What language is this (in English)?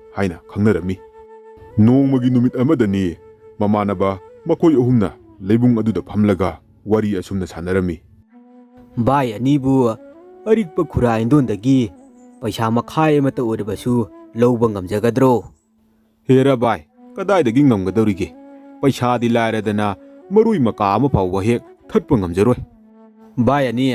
Manipuri